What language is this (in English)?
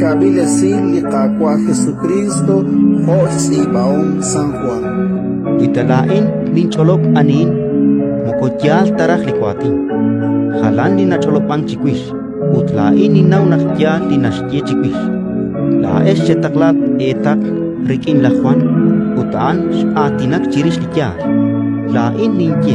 Kekchí